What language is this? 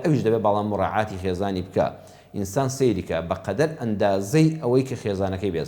Central Kurdish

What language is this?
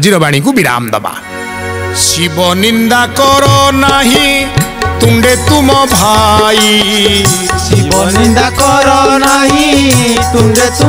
Odia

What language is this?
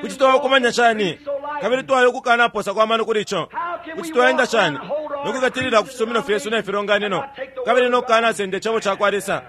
Bemba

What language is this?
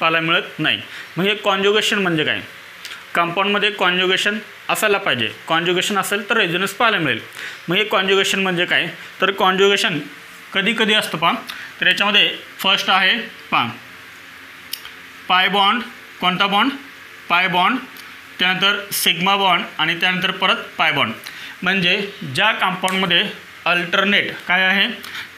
Marathi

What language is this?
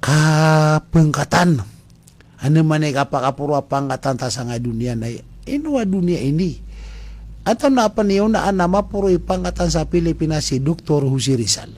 Maranao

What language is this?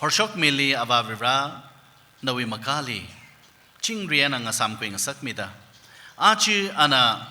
Tangkhul Naga (India)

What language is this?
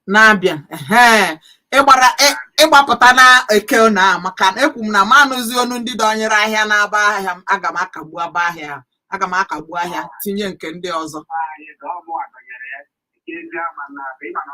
Igbo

